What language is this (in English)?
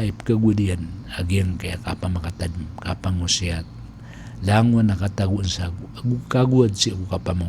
Maranao